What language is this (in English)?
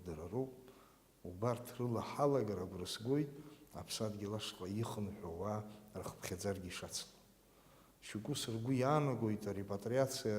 Abkhazian